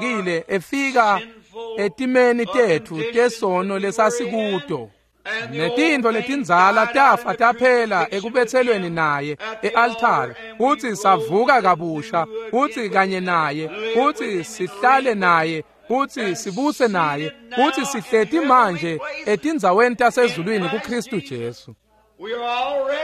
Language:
Swati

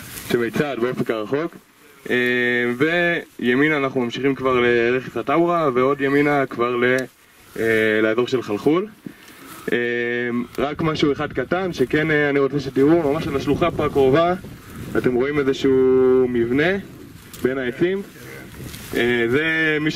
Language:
Hebrew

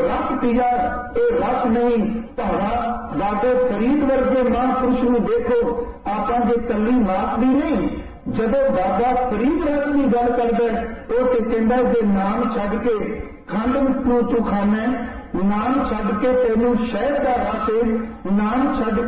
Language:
Punjabi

